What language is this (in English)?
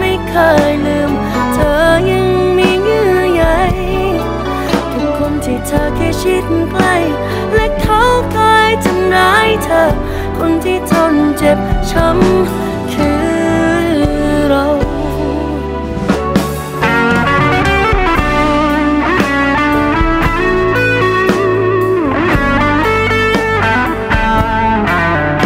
Thai